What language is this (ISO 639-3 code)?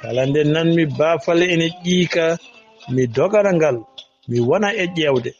ful